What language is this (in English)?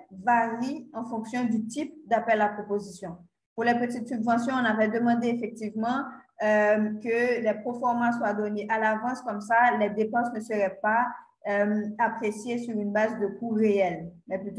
French